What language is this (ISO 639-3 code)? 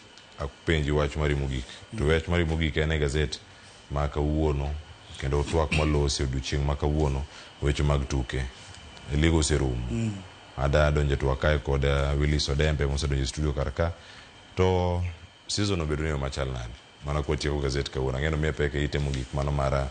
luo